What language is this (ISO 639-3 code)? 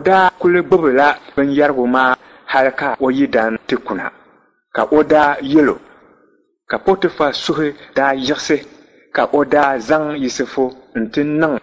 dag